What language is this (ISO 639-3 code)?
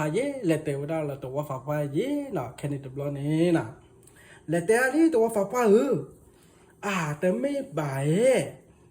ksw